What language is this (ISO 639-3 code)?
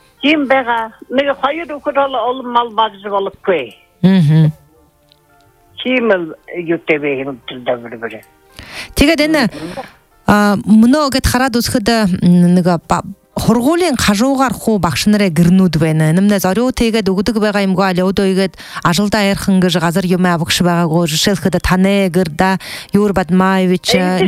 bua